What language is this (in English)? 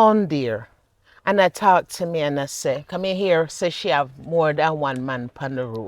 Jamaican Creole English